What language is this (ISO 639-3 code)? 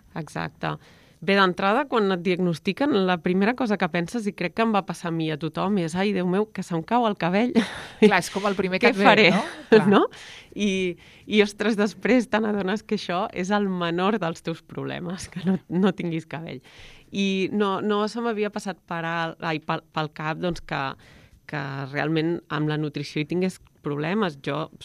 cat